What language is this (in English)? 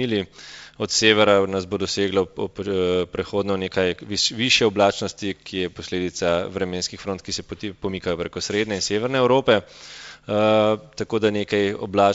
Slovenian